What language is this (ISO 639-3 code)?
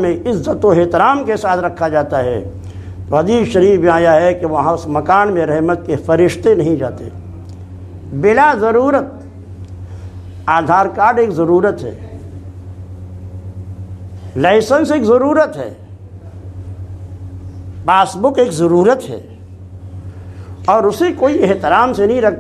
urd